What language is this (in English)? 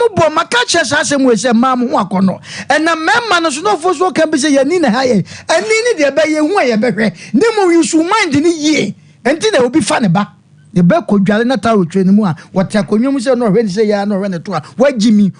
Akan